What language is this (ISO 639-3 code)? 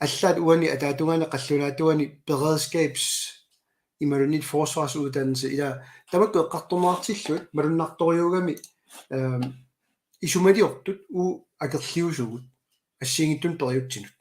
kal